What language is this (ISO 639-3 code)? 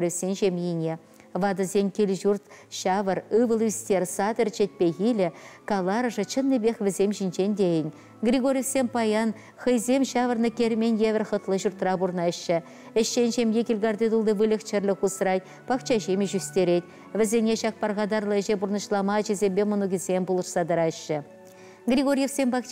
chv